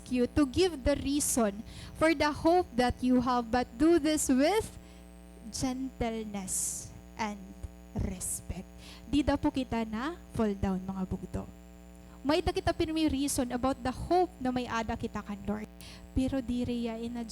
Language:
Waray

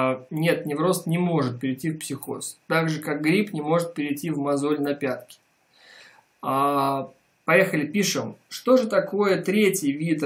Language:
Russian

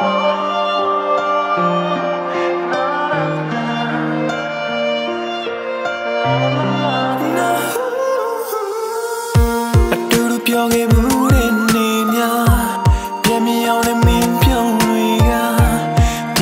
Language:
Burmese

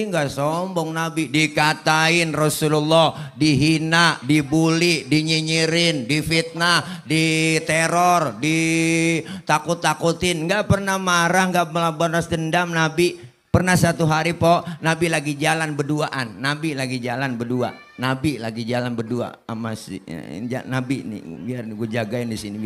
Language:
Betawi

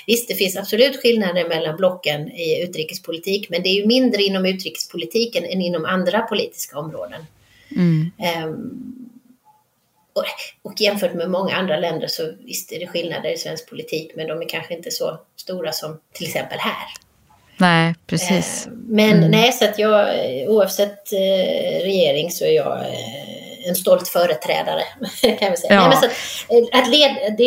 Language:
Swedish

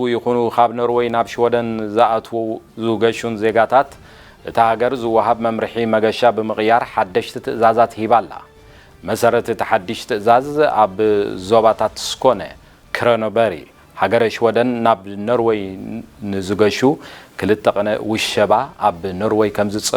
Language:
Tigrinya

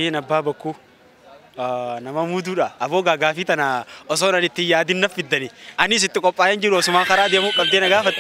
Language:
Oromo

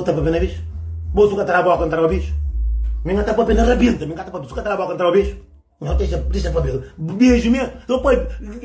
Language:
Kabuverdianu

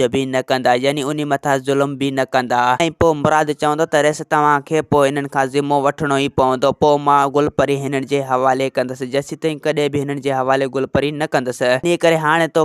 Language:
Sindhi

